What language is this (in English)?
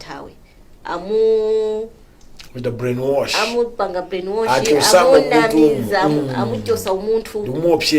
Nyanja